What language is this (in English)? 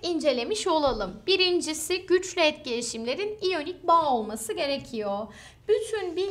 Turkish